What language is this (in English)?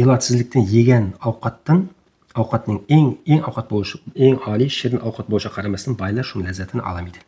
Uzbek